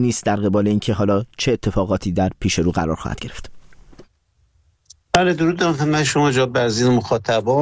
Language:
Persian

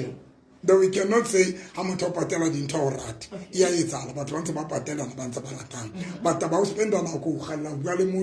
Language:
Southern Sotho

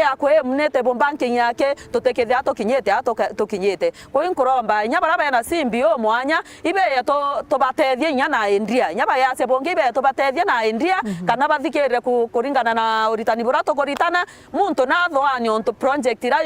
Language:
Meru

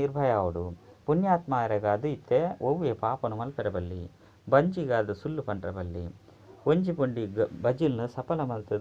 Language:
Tulu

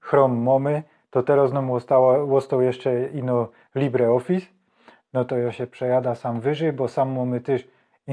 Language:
Silesian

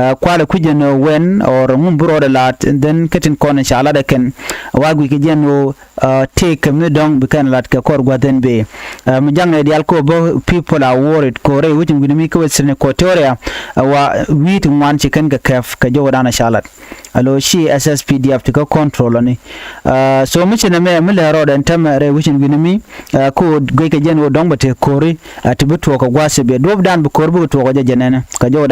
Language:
Nuer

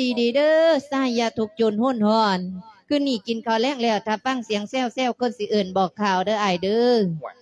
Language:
Lao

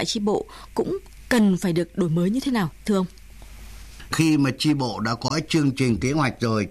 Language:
Vietnamese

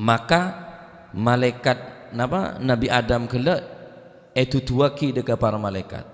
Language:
Madurese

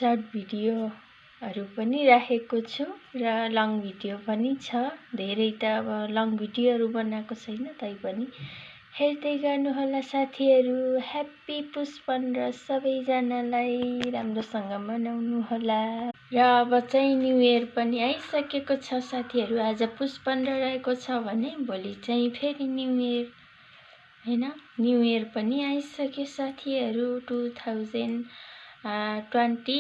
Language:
Nepali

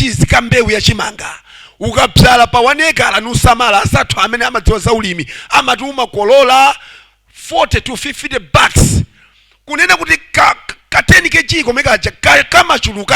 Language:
Nyanja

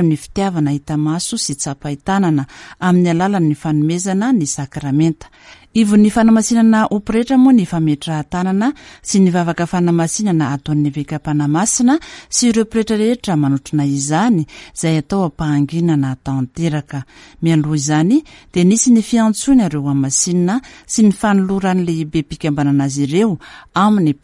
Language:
Malagasy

